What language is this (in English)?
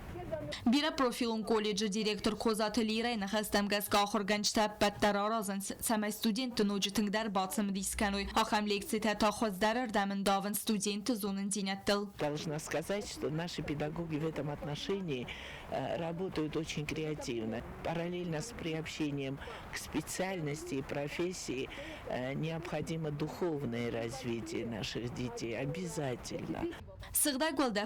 Ossetic